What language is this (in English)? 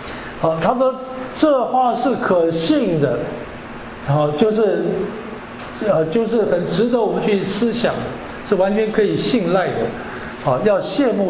Chinese